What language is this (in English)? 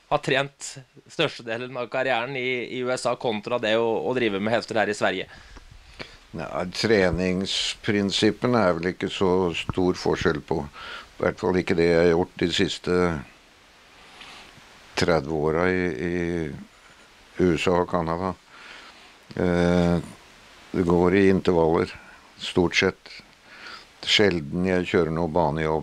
Norwegian